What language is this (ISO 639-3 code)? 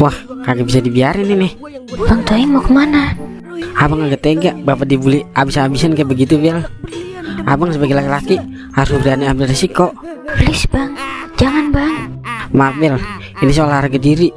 bew